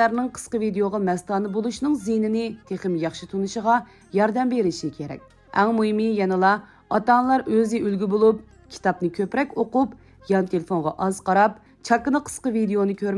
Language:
Uyghur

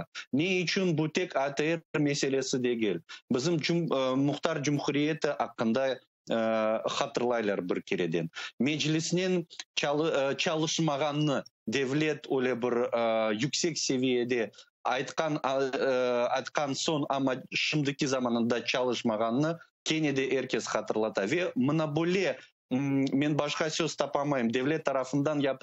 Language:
Crimean Tatar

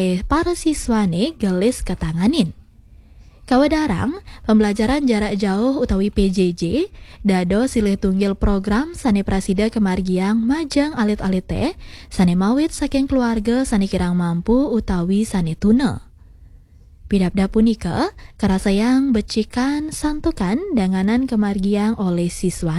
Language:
Balinese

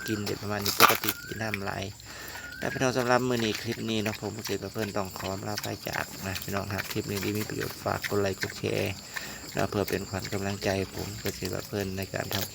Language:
Northeastern Thai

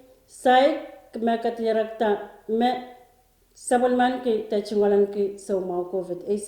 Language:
Pohnpeian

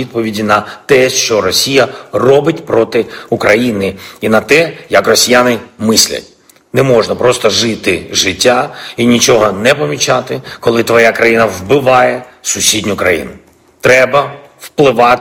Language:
Ukrainian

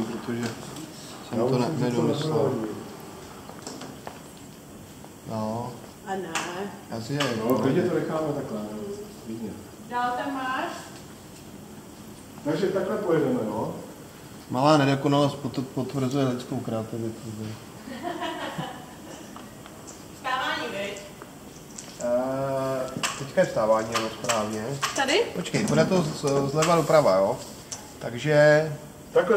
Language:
Czech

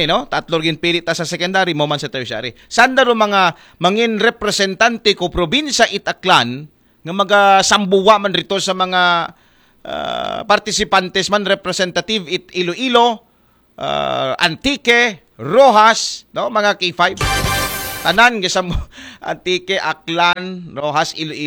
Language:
Aklanon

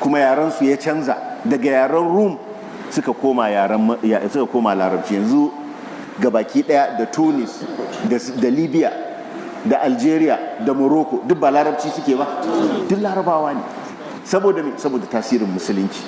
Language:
Hausa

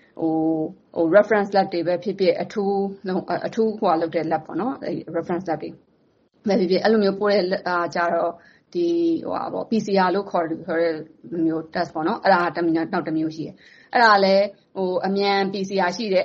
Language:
Burmese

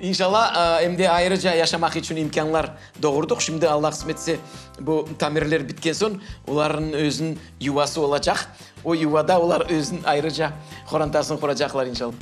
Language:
Crimean Tatar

